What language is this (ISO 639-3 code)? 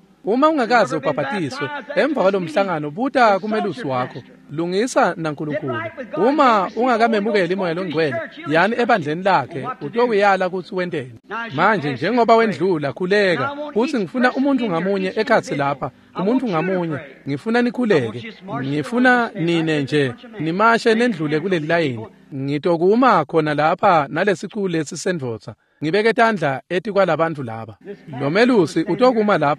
ssw